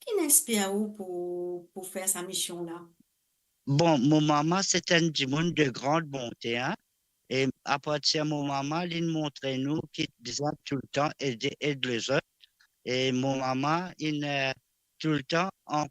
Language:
Morisyen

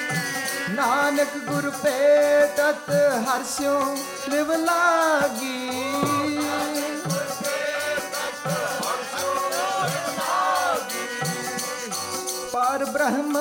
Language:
Punjabi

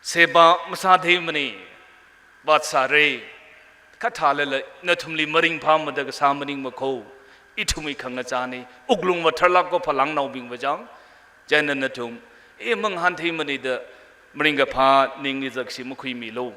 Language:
Tangkhul Naga (India)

